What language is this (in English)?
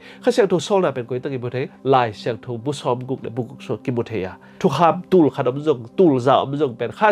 Tedim Chin